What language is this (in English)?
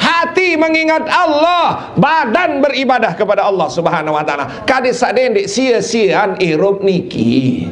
Sasak